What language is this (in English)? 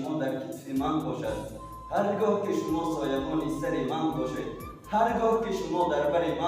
Tajik